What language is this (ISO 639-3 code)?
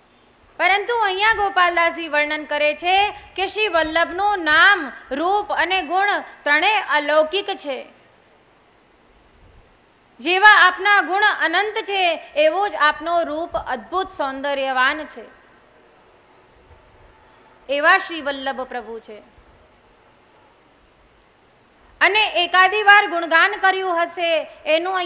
guj